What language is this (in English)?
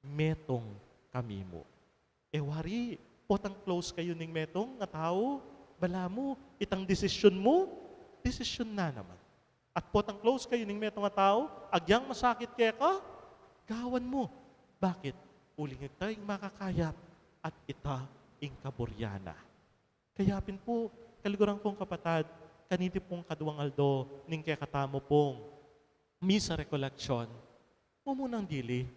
Pampanga